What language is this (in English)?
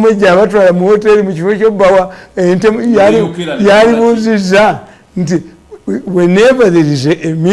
Ganda